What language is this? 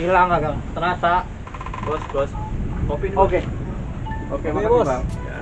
Betawi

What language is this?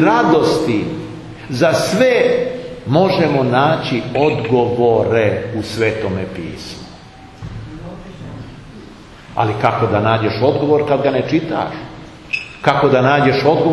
Serbian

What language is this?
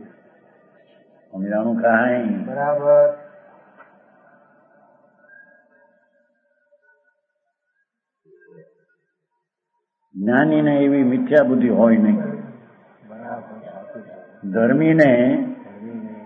Gujarati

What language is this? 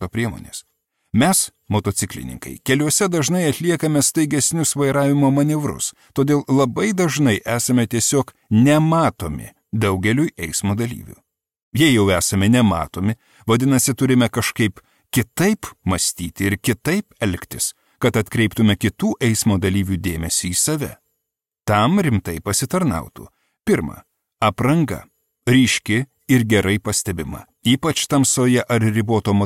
Lithuanian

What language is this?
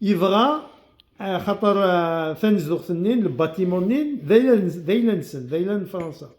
Kabyle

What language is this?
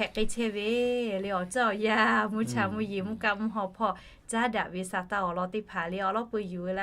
Lahu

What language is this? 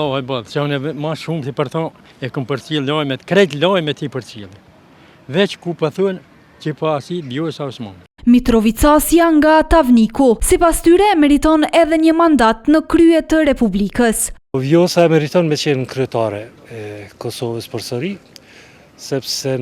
Albanian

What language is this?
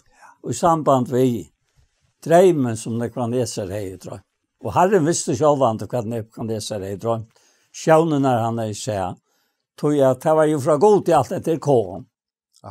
Faroese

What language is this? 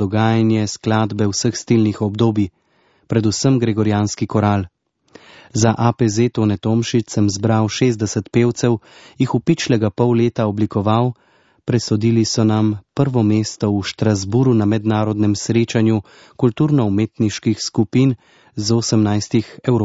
Slovenian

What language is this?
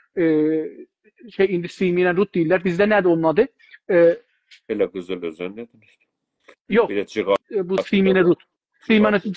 South Azerbaijani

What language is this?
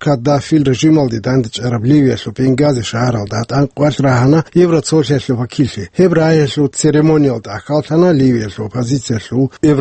Avaric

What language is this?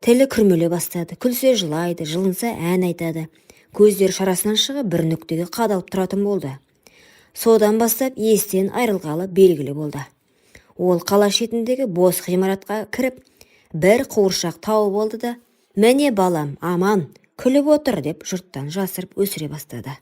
Kazakh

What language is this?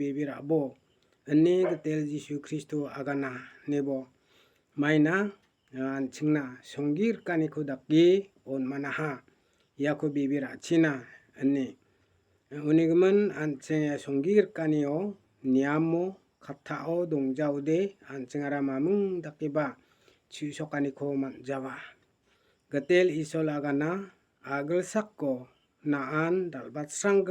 Garo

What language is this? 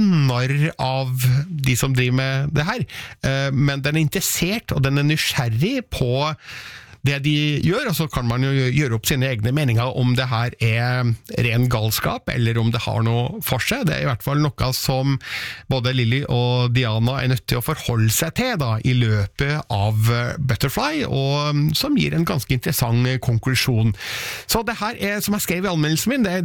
Norwegian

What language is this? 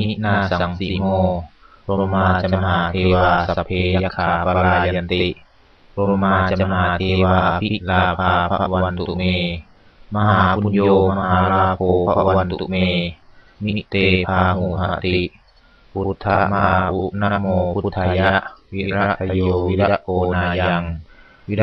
Pali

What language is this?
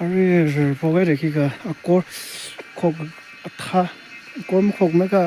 Tangkhul Naga (India)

